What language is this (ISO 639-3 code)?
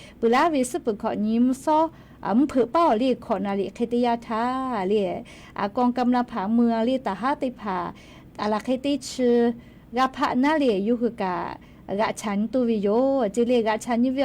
lhu